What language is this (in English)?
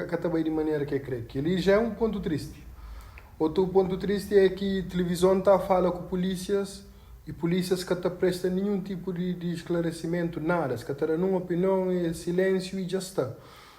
Kabuverdianu